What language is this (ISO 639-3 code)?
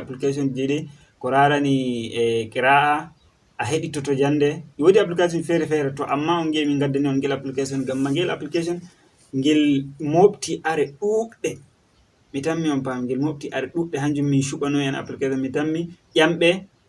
ful